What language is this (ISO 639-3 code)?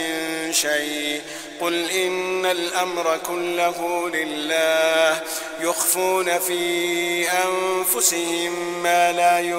ara